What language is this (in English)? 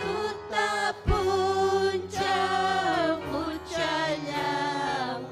Ayacucho Quechua